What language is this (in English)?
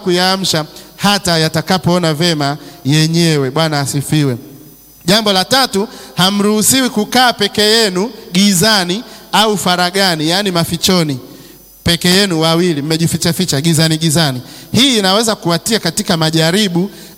Swahili